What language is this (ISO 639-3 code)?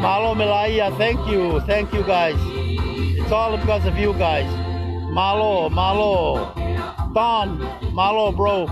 ton